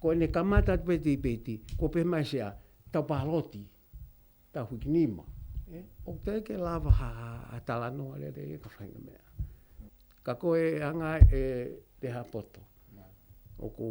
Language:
Tongan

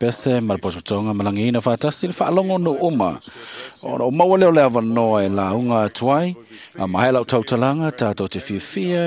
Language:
Samoan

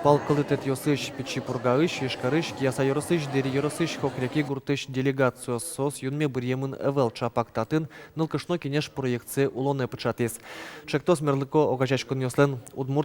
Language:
Udmurt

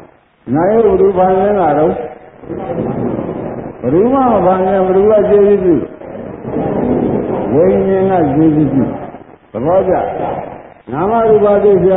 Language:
Burmese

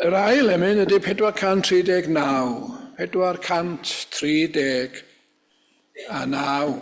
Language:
Welsh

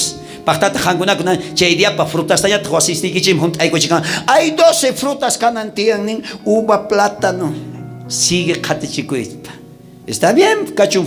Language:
South Bolivian Quechua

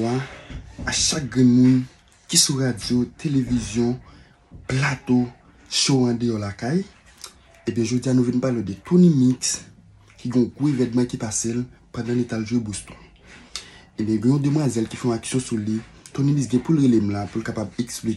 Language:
Haitian Creole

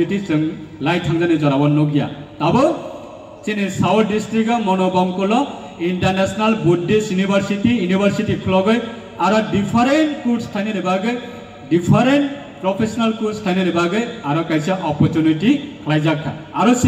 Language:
Riang (India)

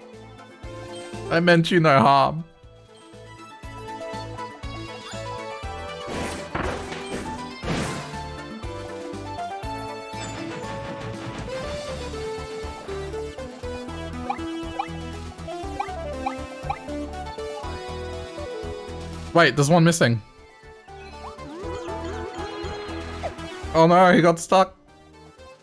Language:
English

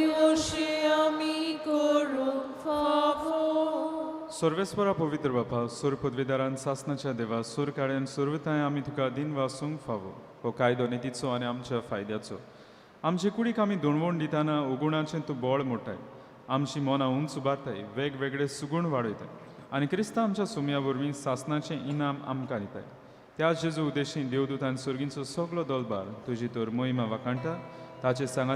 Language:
Konkani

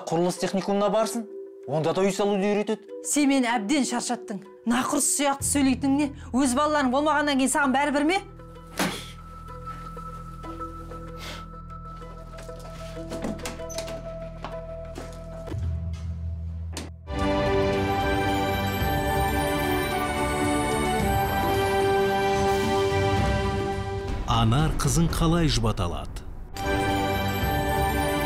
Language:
Kazakh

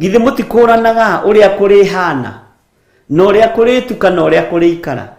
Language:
Kikuyu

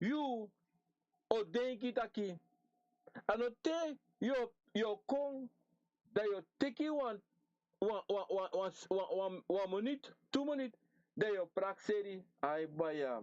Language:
Sranan Tongo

